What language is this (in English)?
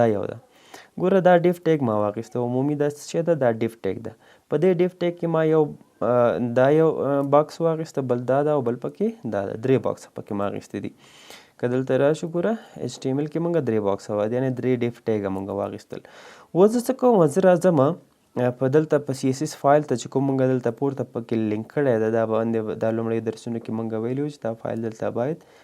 Pashto